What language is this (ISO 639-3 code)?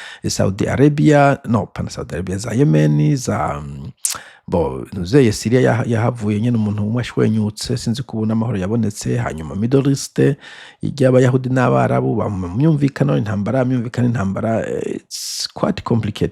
run